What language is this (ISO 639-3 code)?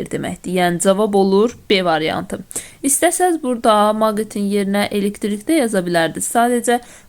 aze